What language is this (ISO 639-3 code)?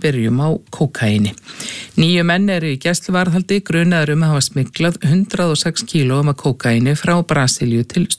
isl